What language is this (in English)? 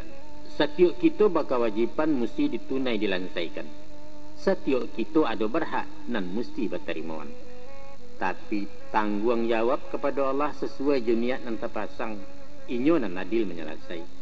Minangkabau